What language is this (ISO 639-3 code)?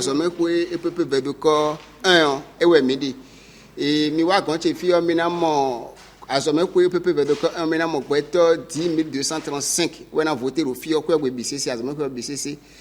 fon